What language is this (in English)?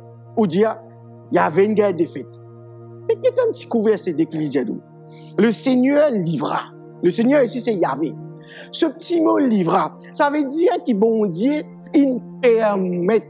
Morisyen